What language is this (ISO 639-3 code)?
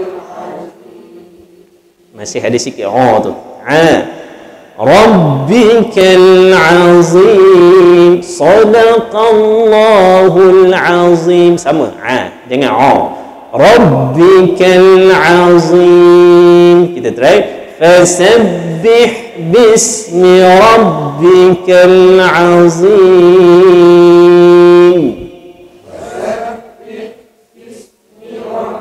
msa